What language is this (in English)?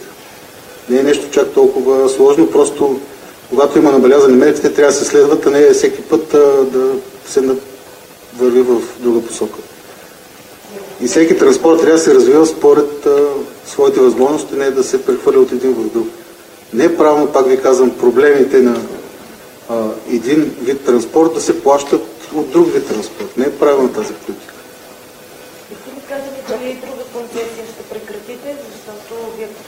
Bulgarian